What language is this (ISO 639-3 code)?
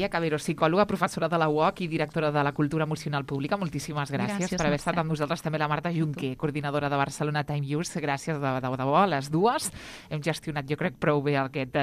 cat